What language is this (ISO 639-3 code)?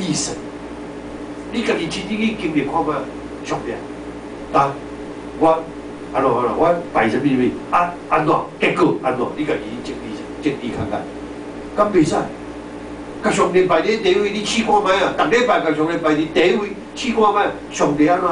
nan